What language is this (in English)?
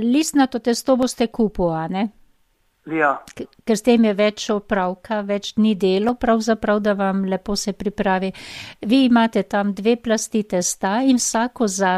Slovenian